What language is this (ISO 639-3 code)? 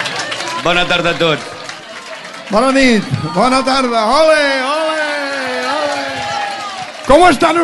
cat